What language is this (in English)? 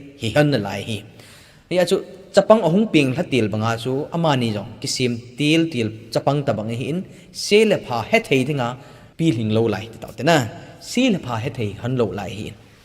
Thado Chin